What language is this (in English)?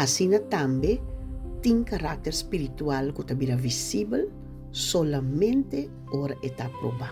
Papiamento